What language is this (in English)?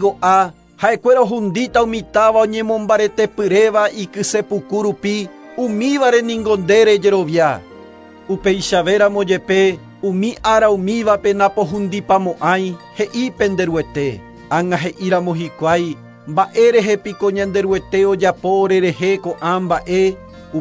Guarani